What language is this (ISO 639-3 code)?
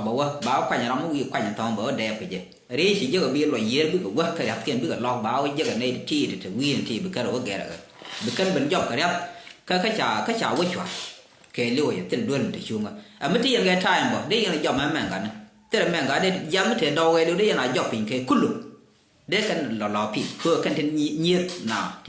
nus